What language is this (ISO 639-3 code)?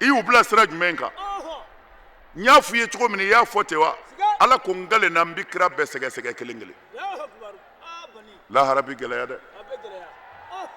bam